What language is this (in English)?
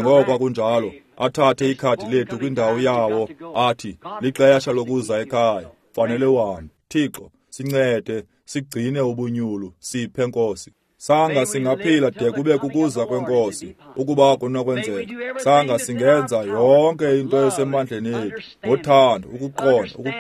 Xhosa